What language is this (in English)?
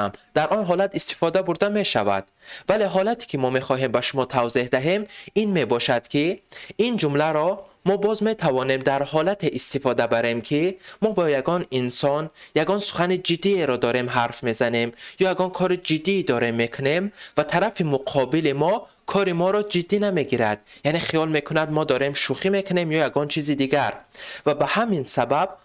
Tajik